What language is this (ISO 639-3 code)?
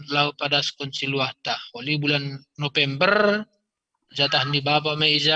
bts